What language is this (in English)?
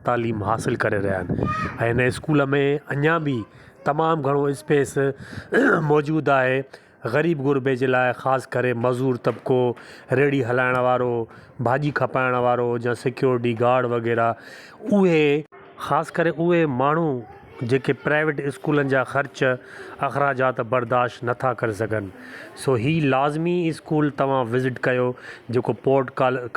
Sindhi